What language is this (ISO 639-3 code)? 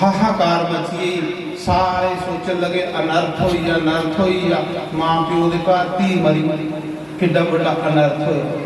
doi